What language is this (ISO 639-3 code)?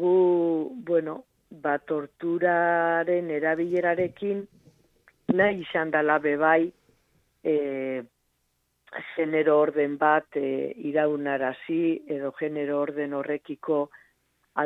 eus